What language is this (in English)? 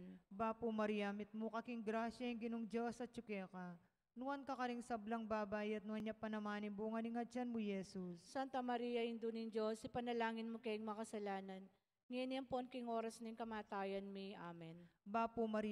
Pampanga